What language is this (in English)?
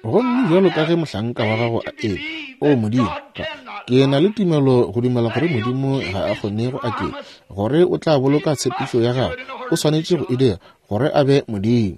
Northern Sotho